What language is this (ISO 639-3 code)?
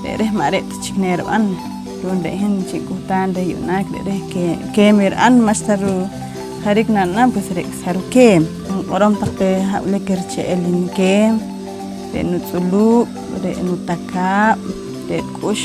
poh